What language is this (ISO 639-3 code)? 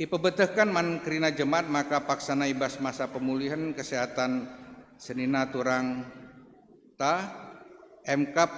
btx